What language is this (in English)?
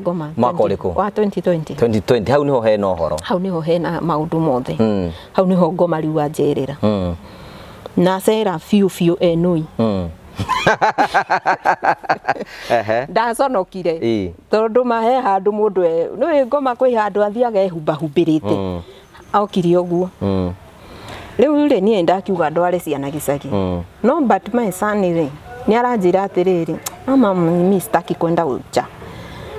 Kikuyu